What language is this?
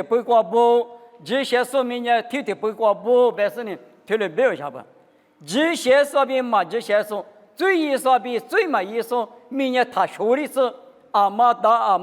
Lisu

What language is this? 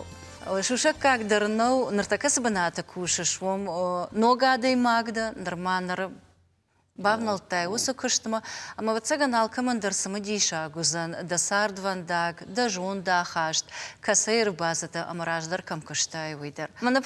Ossetic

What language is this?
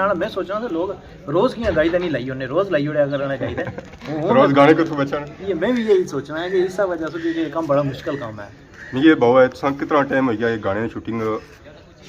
Pahari-Potwari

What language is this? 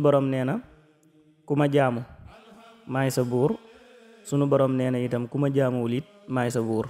Wolof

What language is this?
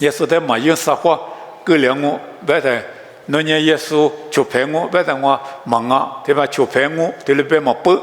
Lisu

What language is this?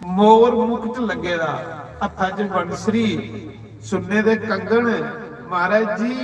Dogri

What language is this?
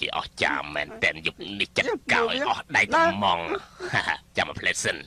Khmer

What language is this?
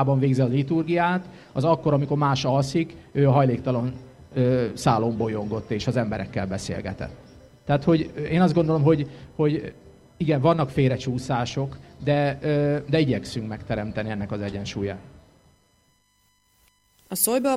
Hungarian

